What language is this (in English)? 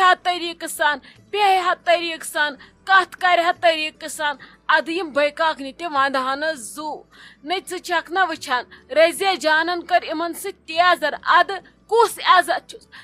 Kashmiri